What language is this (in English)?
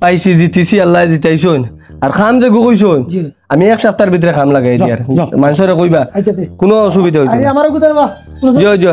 Sylheti